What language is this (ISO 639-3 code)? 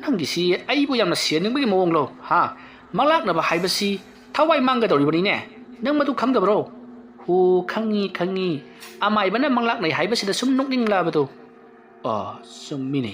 mni